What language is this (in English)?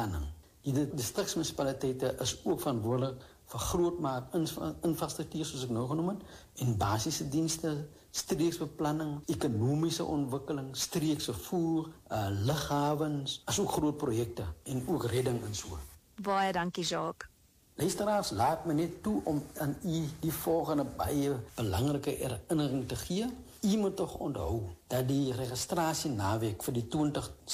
Afrikaans